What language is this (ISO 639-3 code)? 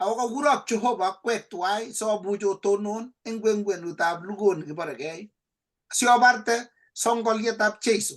kln